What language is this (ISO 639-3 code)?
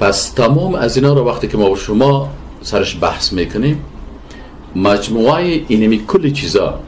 fas